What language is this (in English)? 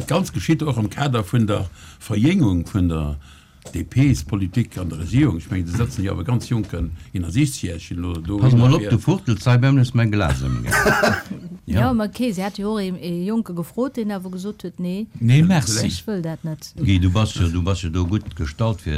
Luxembourgish